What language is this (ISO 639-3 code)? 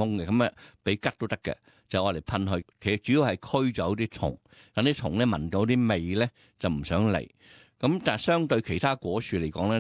yue